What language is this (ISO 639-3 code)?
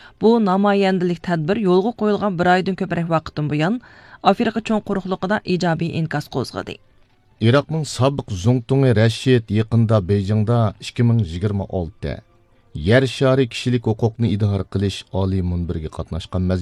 uig